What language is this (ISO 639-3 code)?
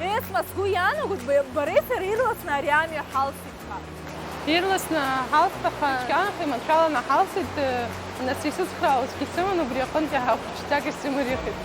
abk